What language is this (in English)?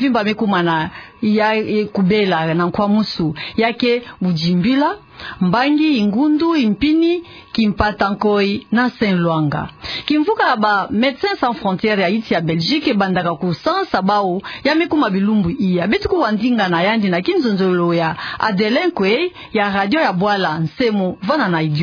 Kituba (Democratic Republic of Congo)